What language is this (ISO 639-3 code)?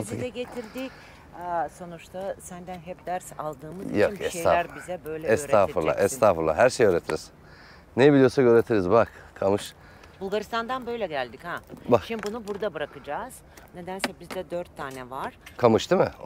tur